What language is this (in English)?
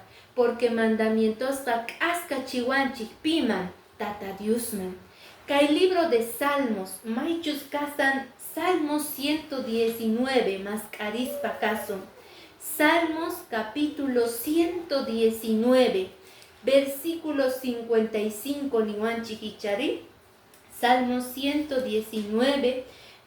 Quechua